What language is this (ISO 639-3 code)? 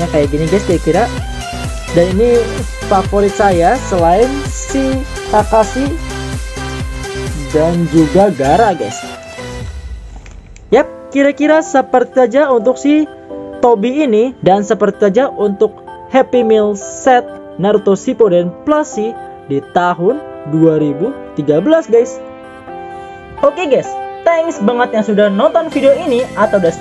ind